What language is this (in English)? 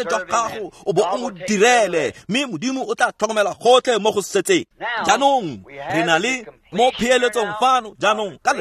Tswana